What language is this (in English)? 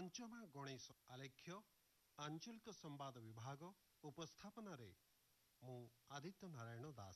Odia